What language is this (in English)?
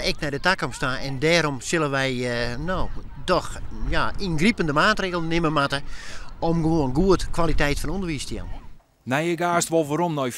Western Frisian